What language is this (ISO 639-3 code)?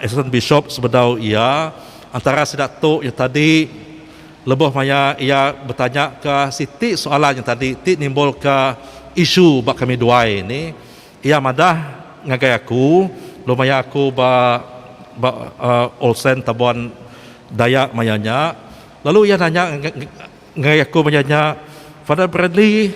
iba